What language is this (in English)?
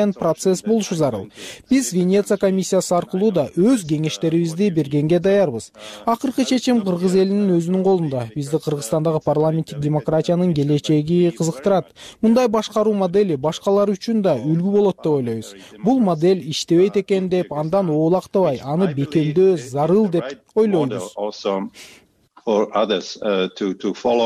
Kyrgyz